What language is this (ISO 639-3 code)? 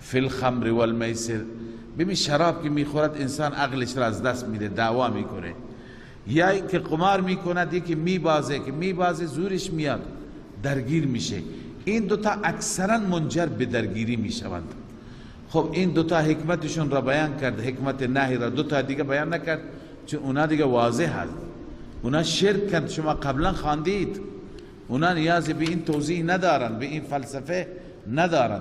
fas